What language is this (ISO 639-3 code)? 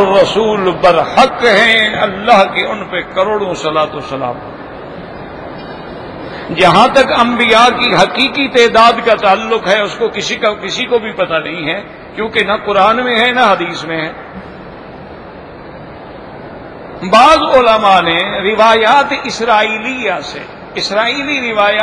urd